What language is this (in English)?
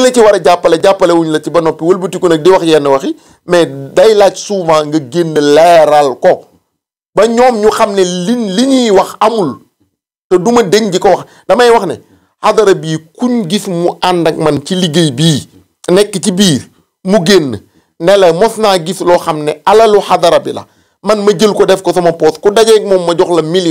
Wolof